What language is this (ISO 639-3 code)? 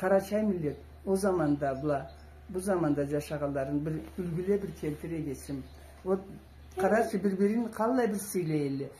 krc